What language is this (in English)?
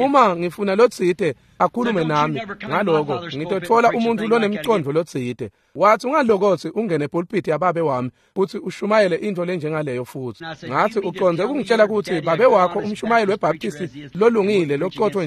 Swati